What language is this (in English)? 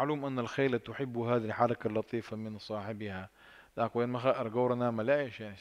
Chechen